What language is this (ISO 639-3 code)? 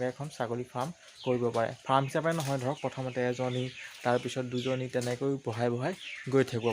asm